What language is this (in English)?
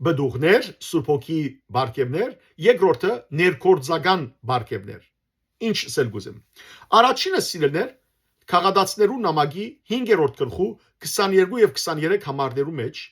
Western Armenian